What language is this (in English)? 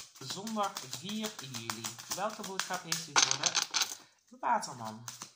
Dutch